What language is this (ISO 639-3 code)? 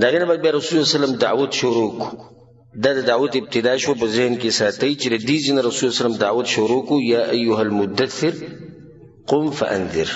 pus